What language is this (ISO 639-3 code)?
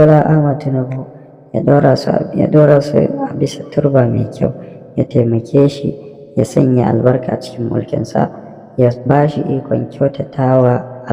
hau